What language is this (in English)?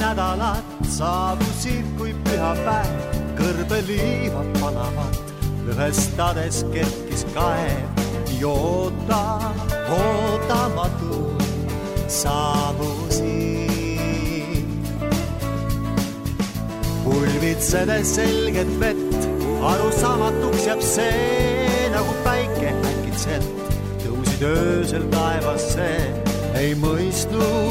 Estonian